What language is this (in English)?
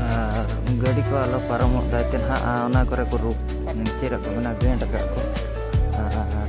Santali